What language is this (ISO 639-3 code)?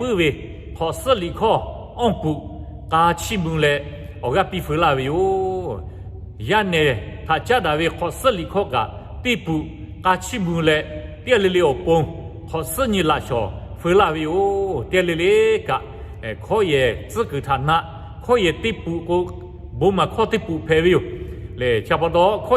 lhu